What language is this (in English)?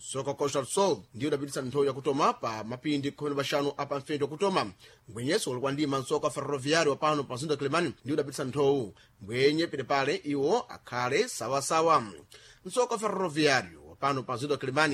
Sena